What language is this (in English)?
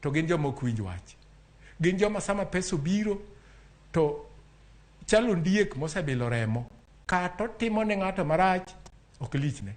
Luo (Kenya and Tanzania)